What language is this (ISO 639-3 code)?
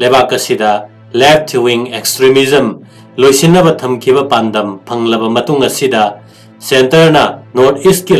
mni